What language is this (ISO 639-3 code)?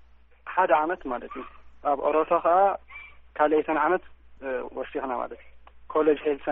tir